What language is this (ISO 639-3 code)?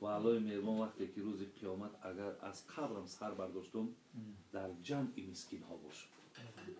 tgk